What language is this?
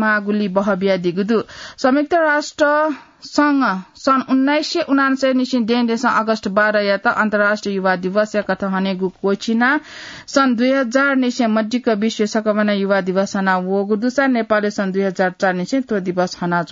Newari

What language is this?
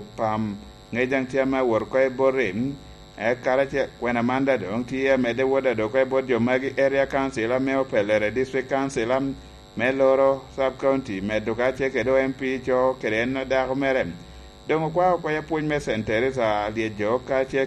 Lango (Uganda)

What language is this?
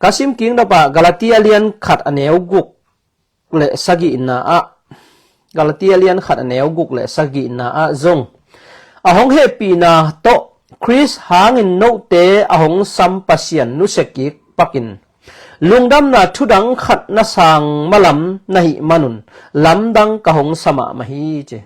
Tedim Chin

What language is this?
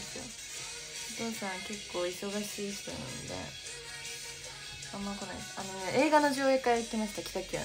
Japanese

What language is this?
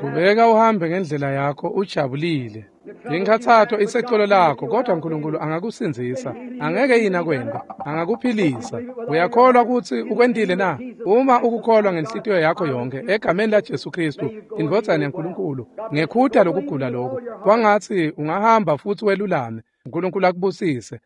Swati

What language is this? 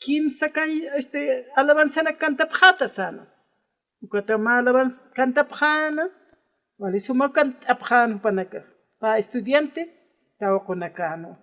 Aymara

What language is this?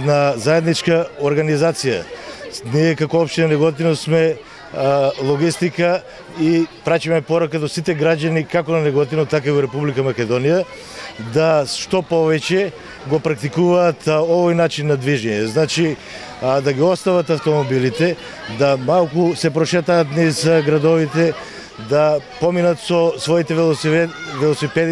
Macedonian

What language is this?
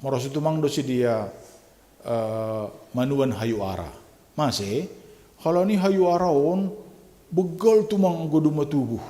Batak Simalungun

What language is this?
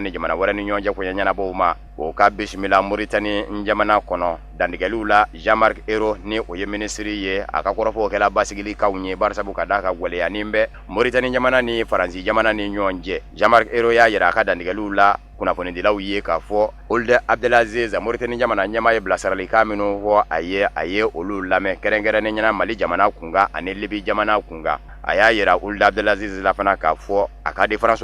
Bambara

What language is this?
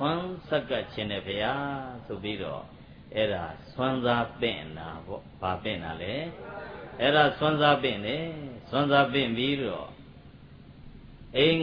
Burmese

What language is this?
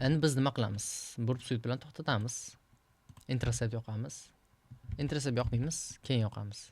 Uzbek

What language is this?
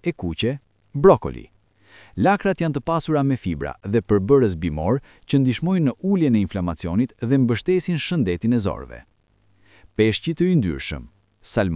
Albanian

